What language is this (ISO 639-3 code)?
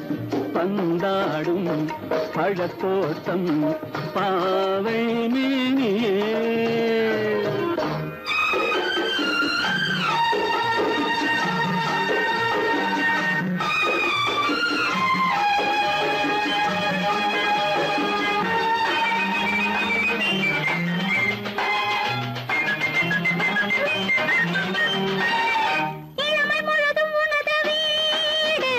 tam